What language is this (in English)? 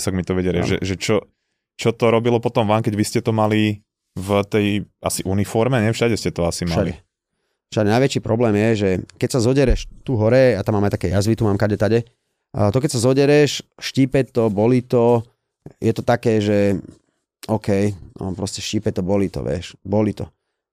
Slovak